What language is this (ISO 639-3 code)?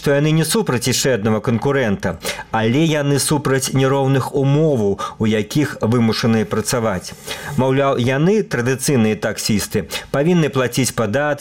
bel